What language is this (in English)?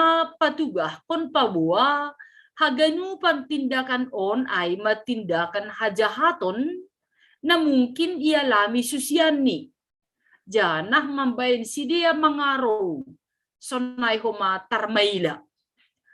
Batak Simalungun